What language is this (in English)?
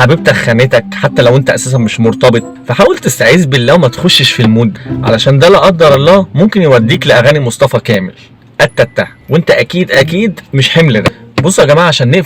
Egyptian Arabic